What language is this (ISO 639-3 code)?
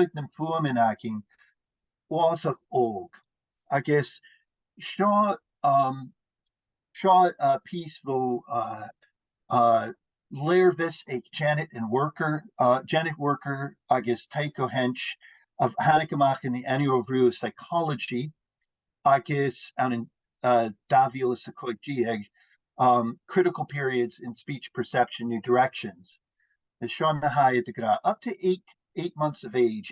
gla